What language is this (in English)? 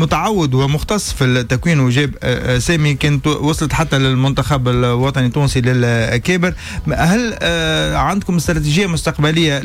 Tunisian Arabic